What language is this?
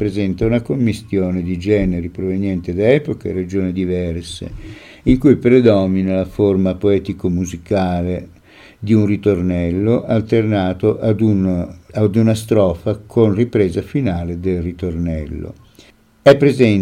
Italian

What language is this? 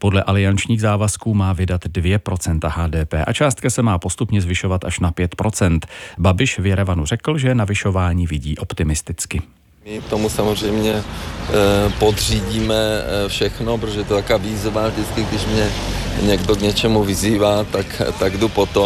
Czech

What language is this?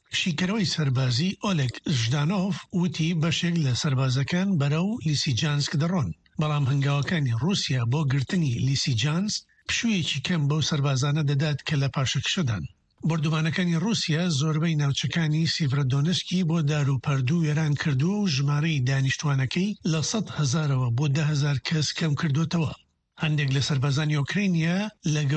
Central Kurdish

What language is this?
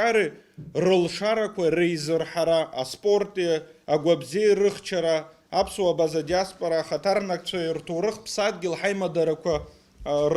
Abkhazian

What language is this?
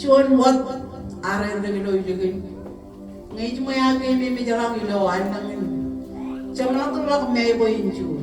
Marshallese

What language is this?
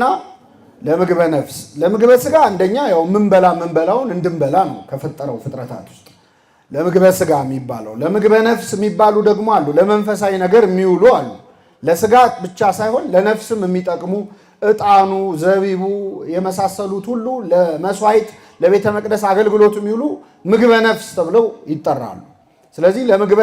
Amharic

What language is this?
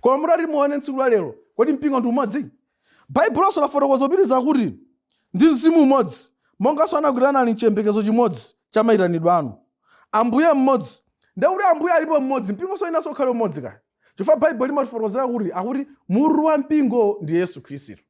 Nyanja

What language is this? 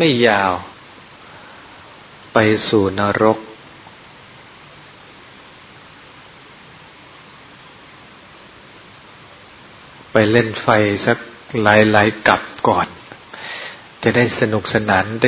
Thai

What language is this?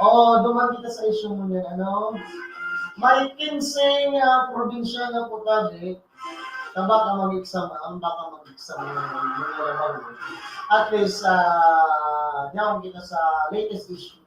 Bikol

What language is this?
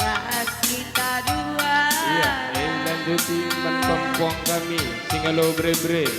Batak Karo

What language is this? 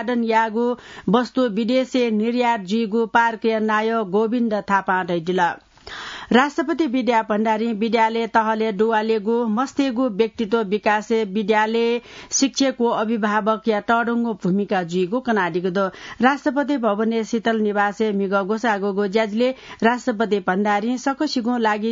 Newari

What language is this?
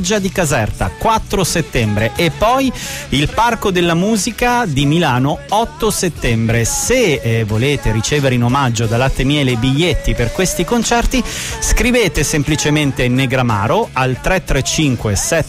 Italian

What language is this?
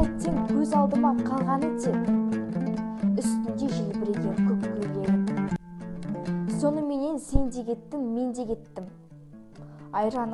Kazakh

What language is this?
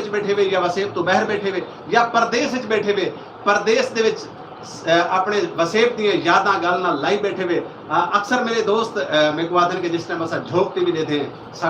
Saraiki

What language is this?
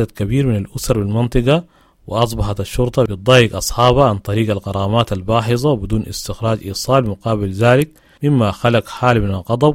Sudanese Arabic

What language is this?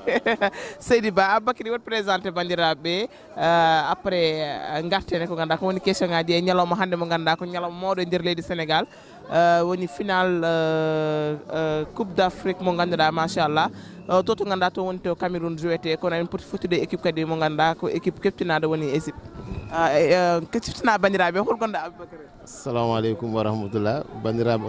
Fula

